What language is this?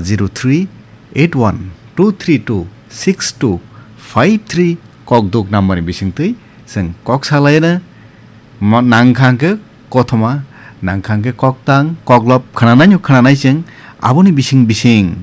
Kok Borok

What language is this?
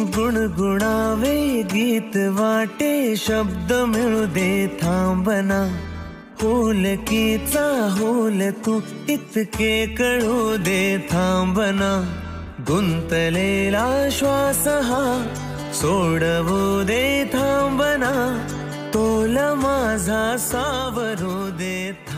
Marathi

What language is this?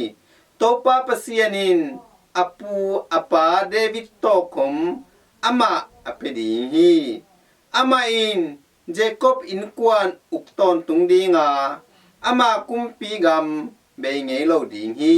Tedim Chin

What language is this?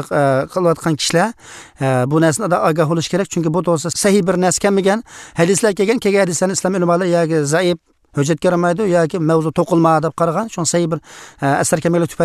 Uyghur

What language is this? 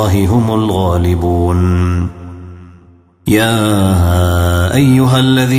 Arabic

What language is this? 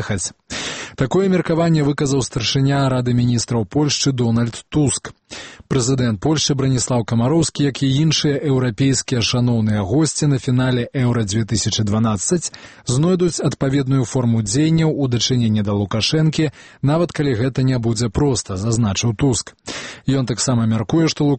Belarusian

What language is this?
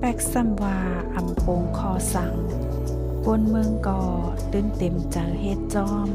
Shan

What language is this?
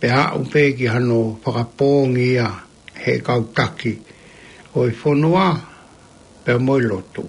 Tongan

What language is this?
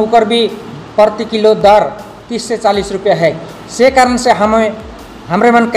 Sadri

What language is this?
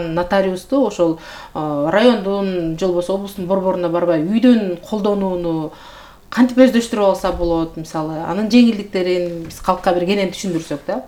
Kyrgyz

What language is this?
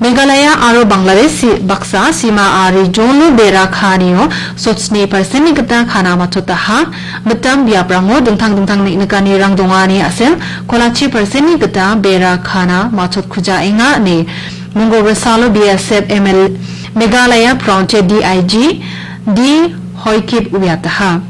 Garo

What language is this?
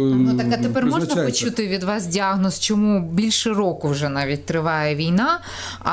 Ukrainian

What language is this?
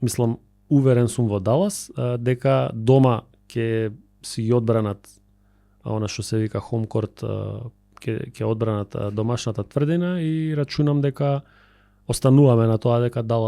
Macedonian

